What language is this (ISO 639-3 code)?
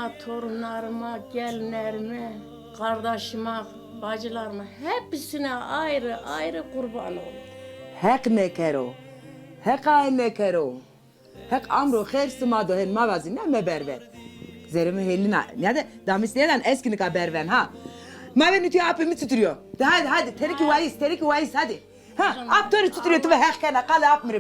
zza